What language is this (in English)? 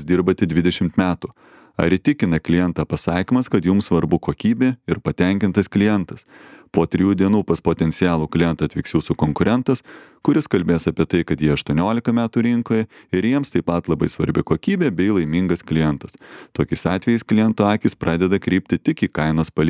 Lithuanian